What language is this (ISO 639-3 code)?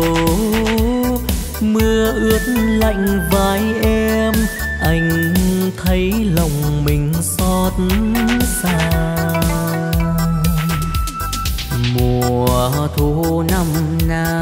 vie